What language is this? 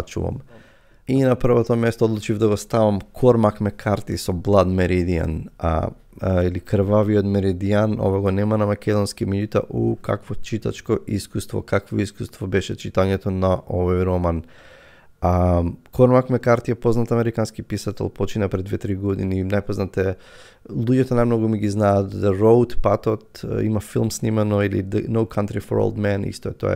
Macedonian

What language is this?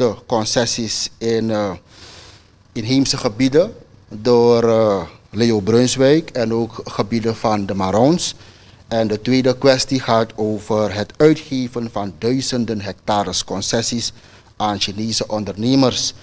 Dutch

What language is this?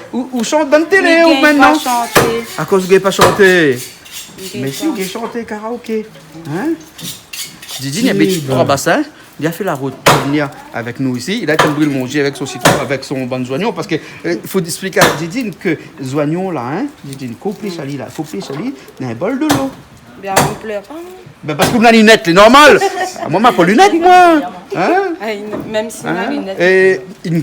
Réunion Creole French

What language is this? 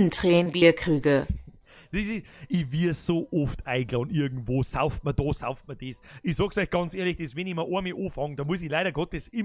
Bavarian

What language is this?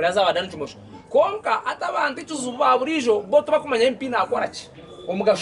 Nyankole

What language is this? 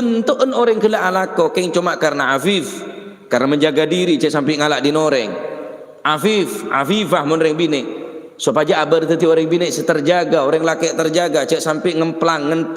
Madurese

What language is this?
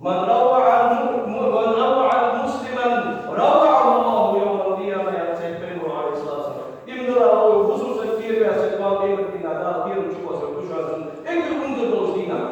Ingush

